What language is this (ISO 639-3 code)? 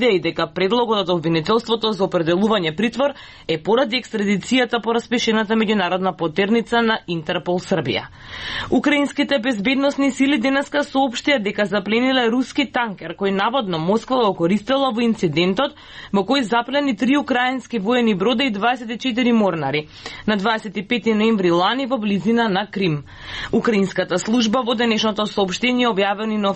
mkd